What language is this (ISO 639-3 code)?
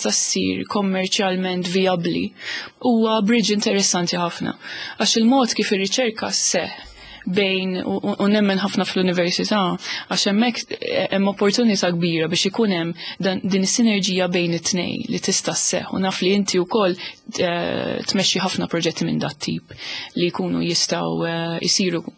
mlt